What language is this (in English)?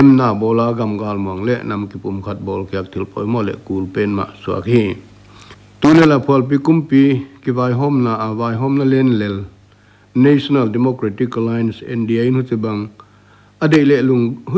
Paite Chin